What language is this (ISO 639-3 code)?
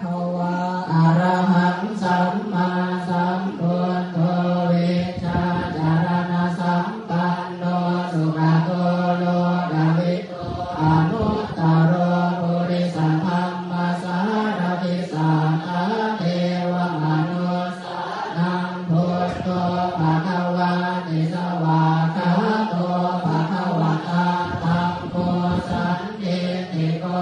pli